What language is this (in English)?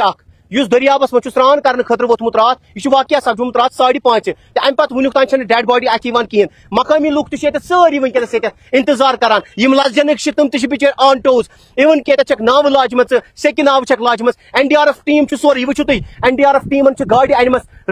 Kashmiri